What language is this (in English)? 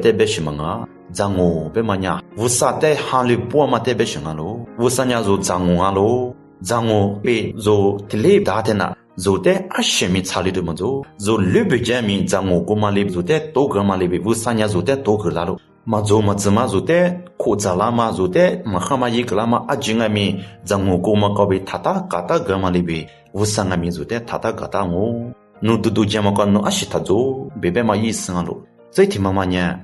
Lisu